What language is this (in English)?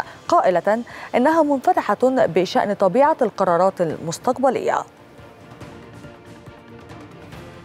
Arabic